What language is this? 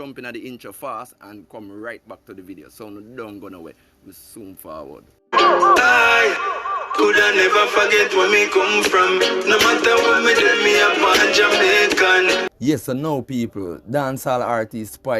Jamaican Creole English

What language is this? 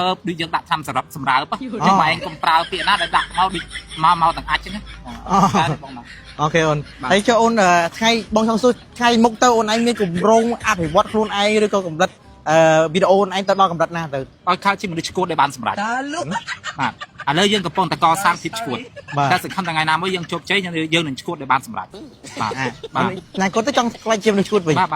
Khmer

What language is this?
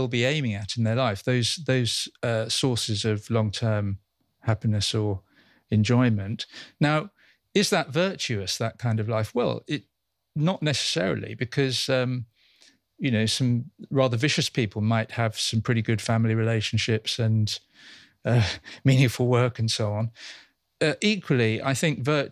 English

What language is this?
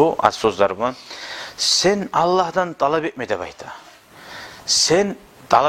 Kumyk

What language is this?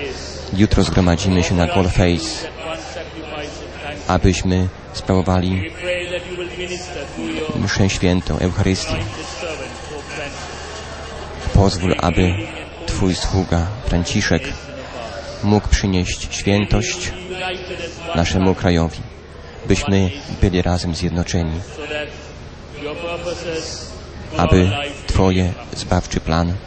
Polish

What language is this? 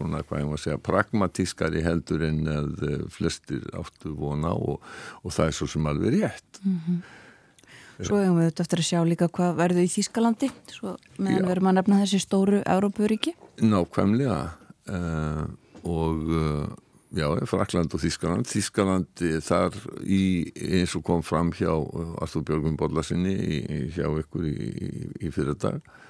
Icelandic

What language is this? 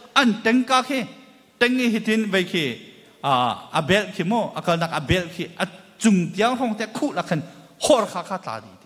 Hakha Chin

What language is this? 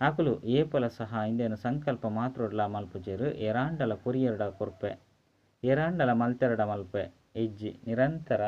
Tulu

